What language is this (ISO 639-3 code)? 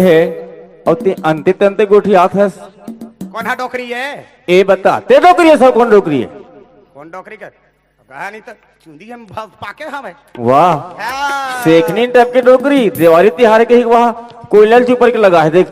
hne